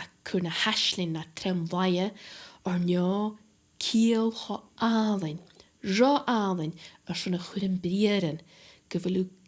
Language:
Scottish Gaelic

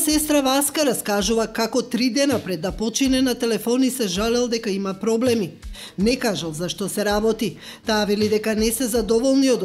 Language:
Macedonian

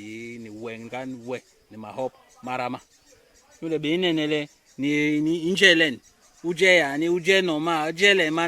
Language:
Basaa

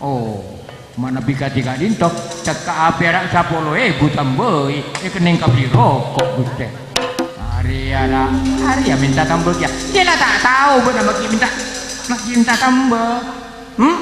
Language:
Madurese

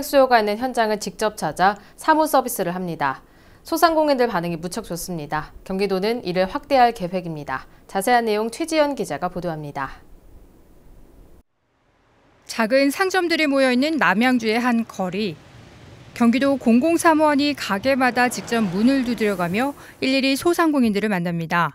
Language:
Korean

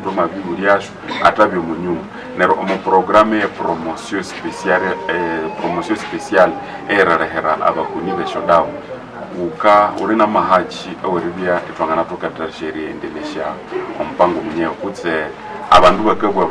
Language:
Nande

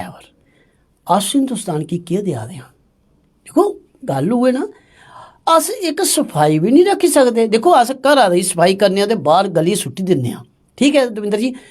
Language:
Dogri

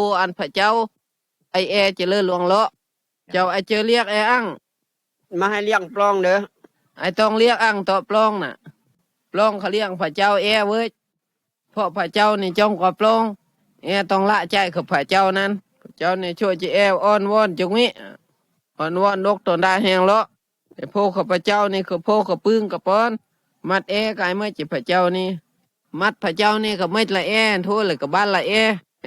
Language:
Phai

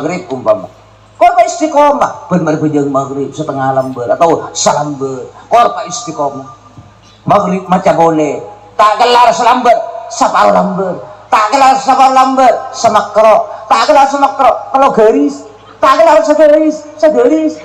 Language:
Madurese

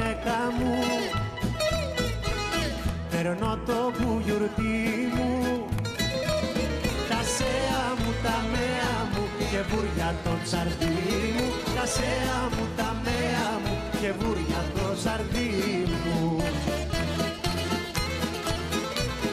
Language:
Greek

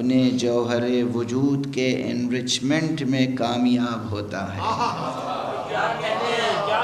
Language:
Urdu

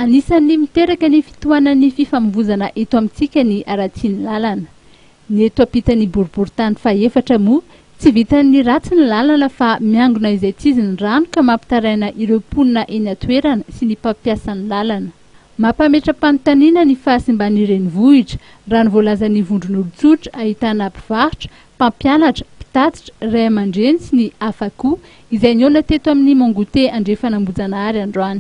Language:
Malagasy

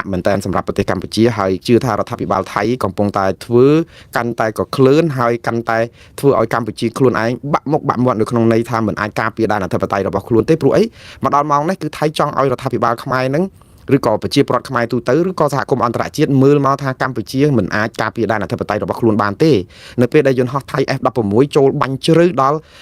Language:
Khmer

